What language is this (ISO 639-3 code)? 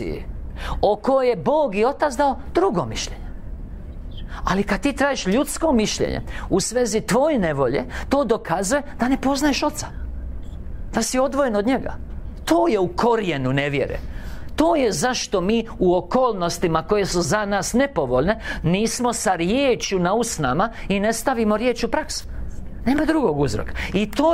hrv